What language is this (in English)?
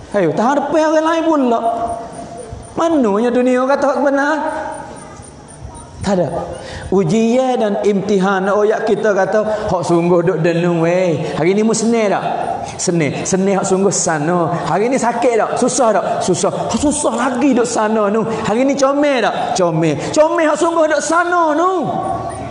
Malay